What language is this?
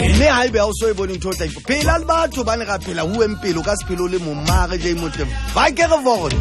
Southern Sotho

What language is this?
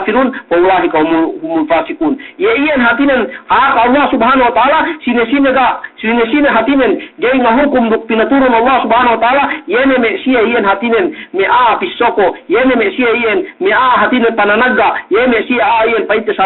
Yakan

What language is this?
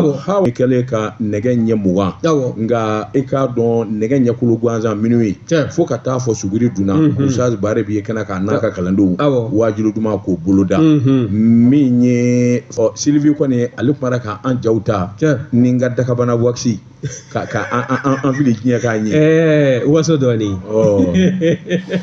Bambara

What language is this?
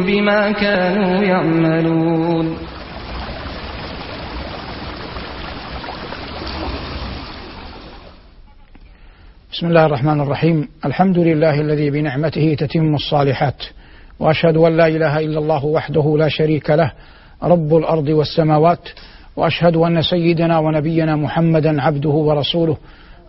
Arabic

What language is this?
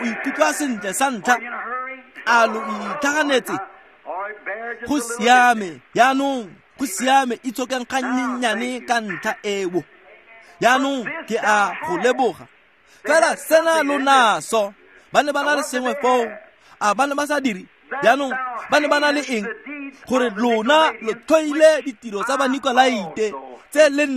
Tswana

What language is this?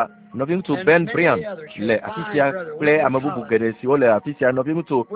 Ewe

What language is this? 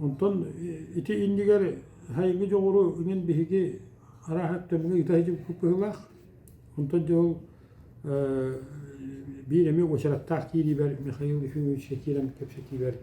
Yakut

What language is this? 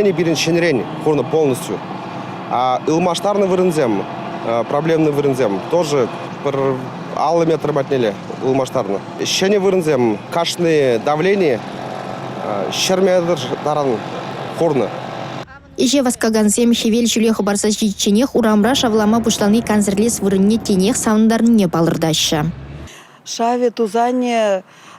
Chuvash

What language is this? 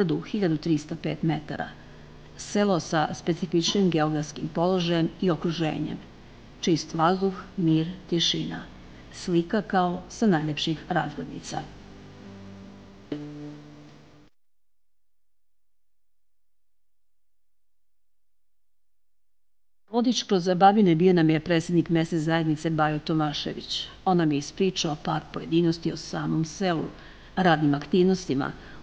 Serbian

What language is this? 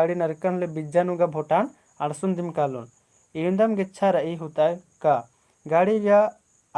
Kurukh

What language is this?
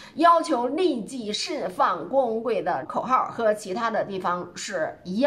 Chinese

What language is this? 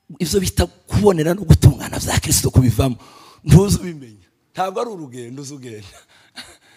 Kinyarwanda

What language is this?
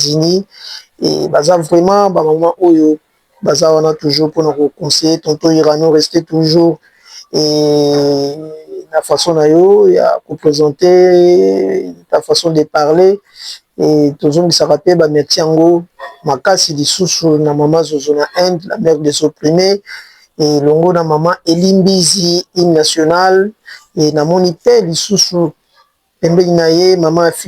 Lingala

